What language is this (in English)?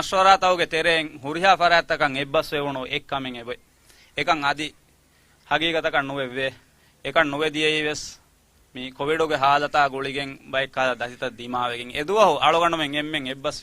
Divehi